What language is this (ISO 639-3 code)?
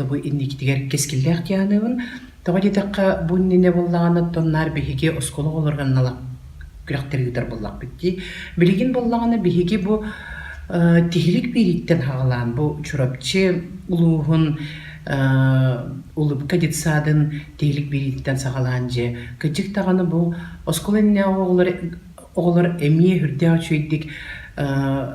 sah